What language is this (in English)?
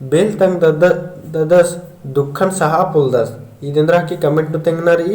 Kurukh